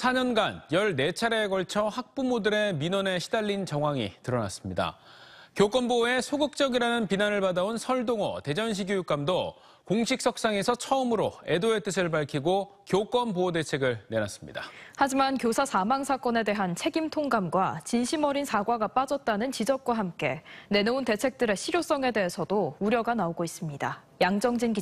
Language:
Korean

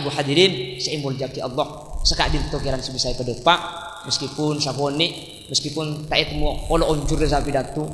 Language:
Madurese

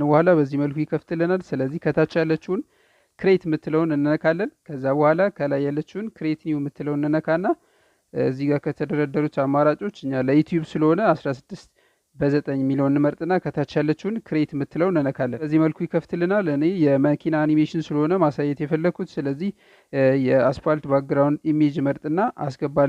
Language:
Amharic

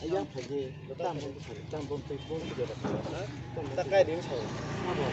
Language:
Kok Borok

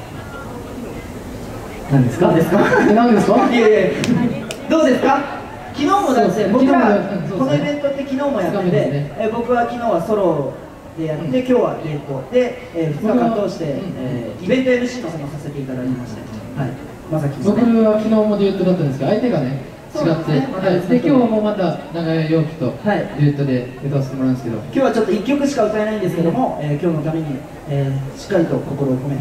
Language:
Japanese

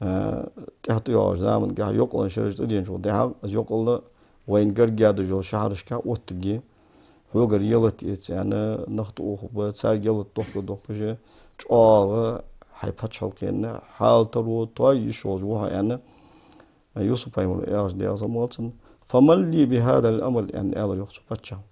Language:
Ingush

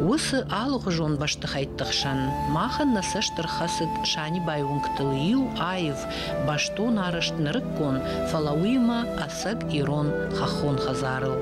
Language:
Ossetic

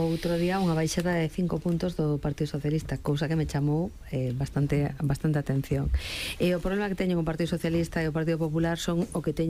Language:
Galician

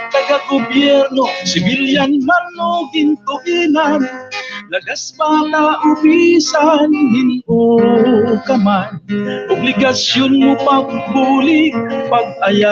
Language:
Waray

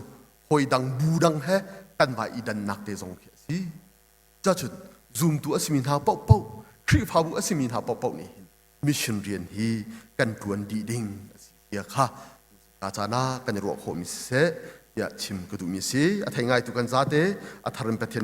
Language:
Hakha Chin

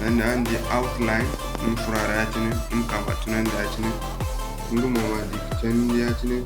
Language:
Zarma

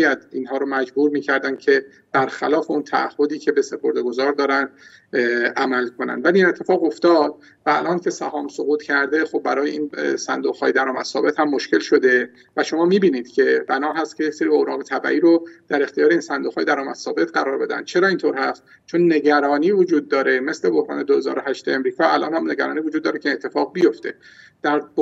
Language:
Persian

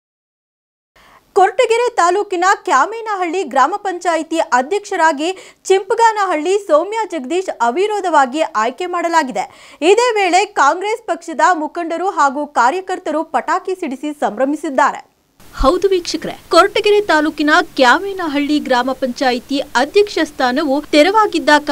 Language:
Kannada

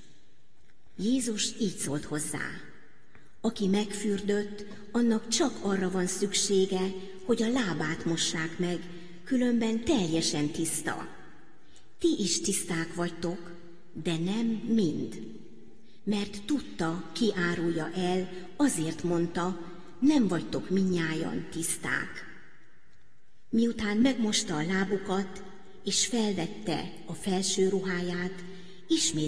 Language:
Hungarian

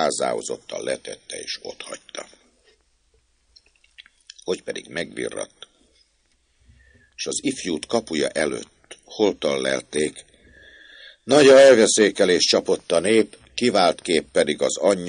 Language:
Hungarian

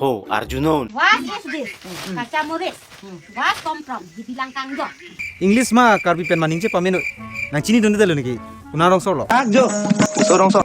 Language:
Karbi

